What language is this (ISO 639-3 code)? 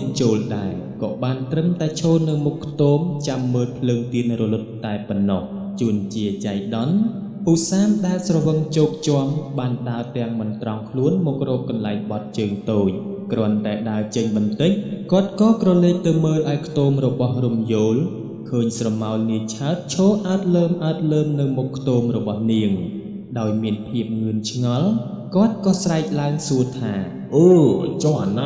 khm